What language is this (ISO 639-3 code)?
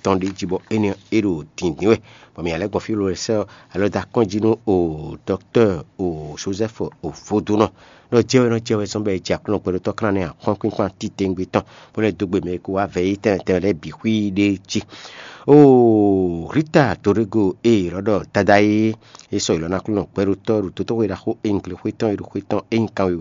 fon